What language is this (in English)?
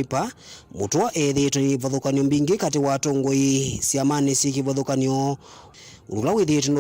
Kamba